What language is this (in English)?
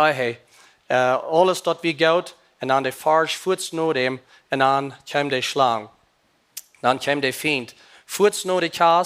Plautdietsch